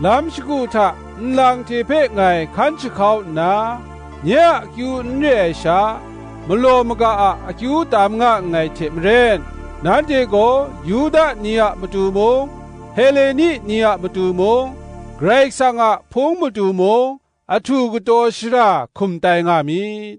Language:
Kachin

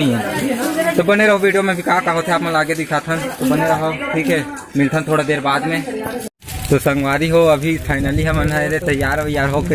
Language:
Chhattisgarhi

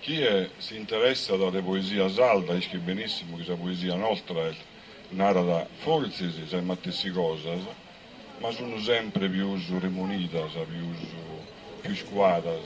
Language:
Sardinian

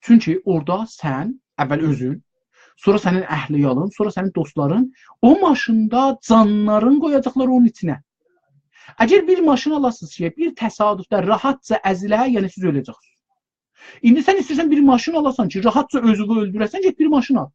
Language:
South Azerbaijani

